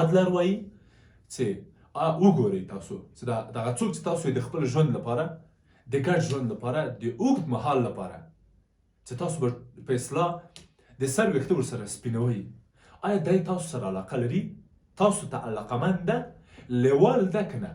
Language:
Pashto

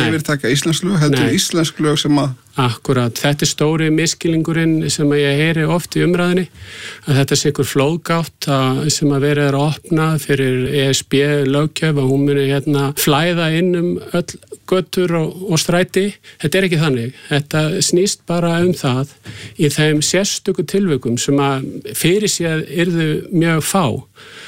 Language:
Icelandic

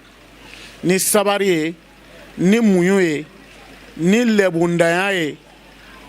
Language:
Bambara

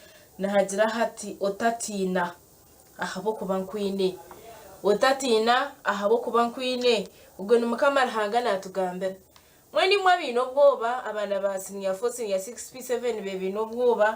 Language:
Nyankole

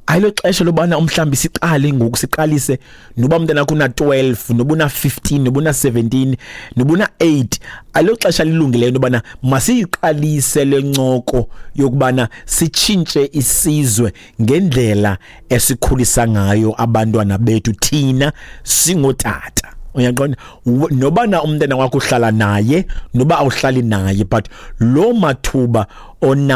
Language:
Xhosa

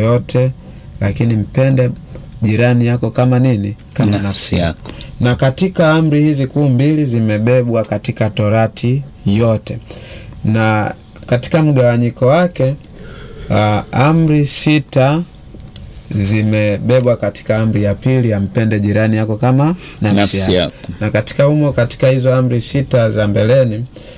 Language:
Swahili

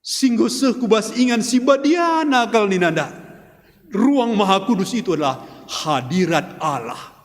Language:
Batak Karo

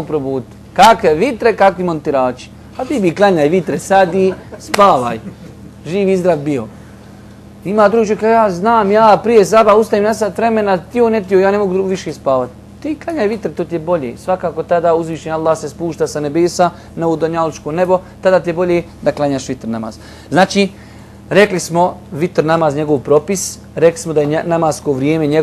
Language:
Bosnian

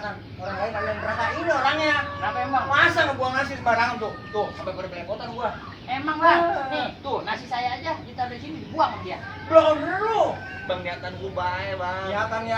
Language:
Betawi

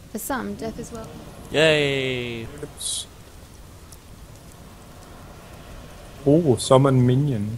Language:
Danish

